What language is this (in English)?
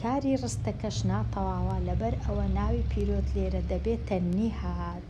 Central Kurdish